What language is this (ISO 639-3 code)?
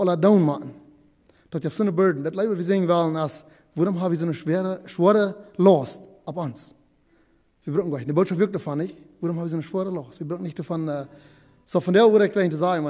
pdt